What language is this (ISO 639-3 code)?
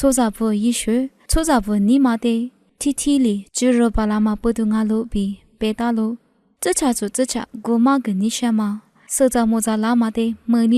lis